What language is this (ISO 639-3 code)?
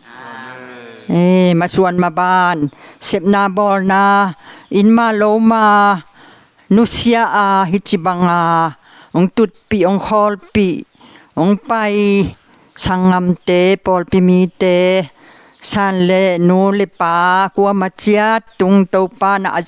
ctd